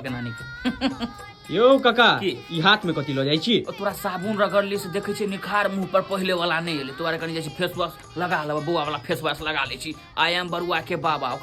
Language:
Maithili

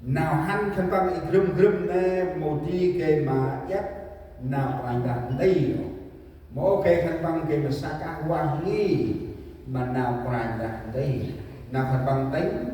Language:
Central Mnong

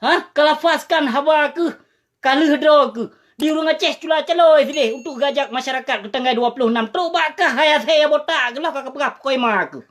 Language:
Achinese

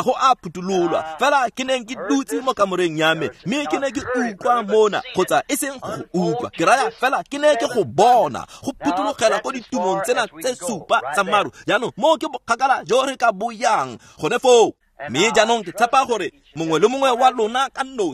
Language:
Tswana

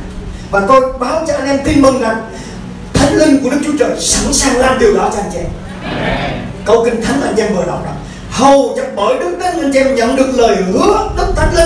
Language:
Vietnamese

